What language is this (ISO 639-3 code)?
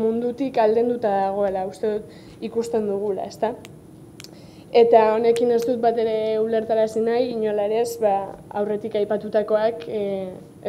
eus